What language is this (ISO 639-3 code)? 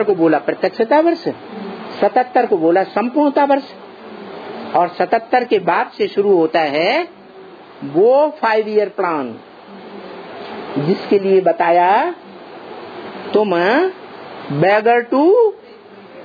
hin